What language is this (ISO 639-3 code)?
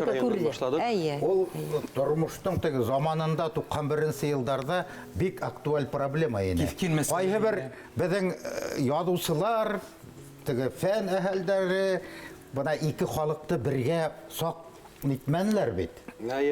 bak